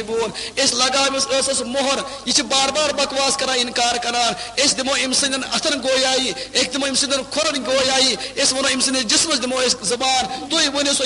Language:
Kashmiri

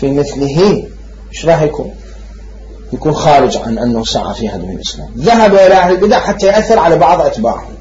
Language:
Mesopotamian Arabic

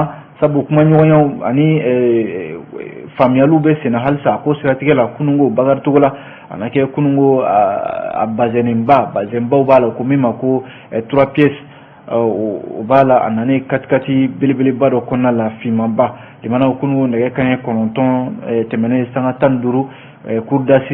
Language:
Bambara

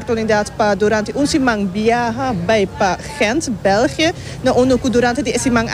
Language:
Papiamento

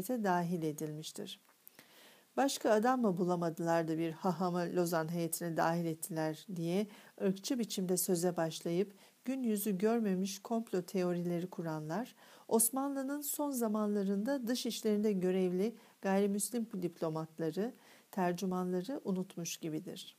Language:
Turkish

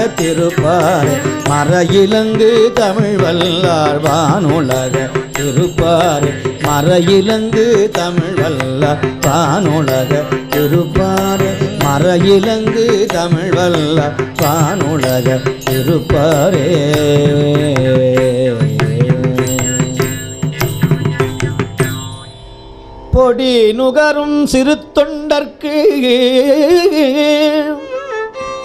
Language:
Tamil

